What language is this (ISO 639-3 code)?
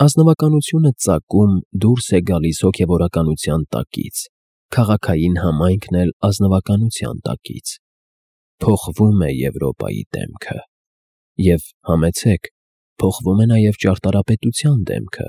hye